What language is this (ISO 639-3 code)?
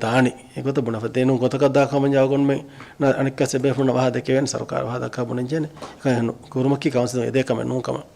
div